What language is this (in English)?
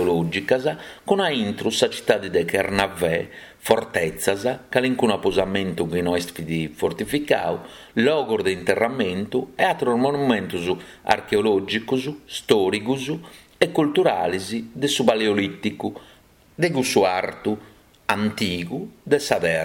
Sardinian